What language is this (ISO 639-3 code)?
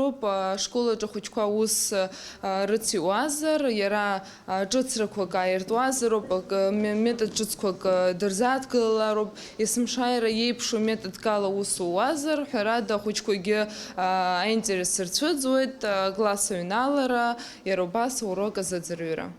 abk